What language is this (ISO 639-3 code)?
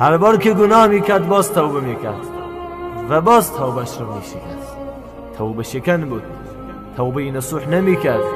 tgk